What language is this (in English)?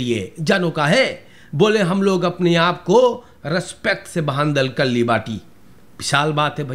Caribbean Hindustani